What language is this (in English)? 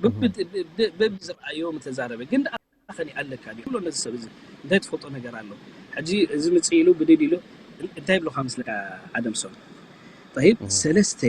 Tigrinya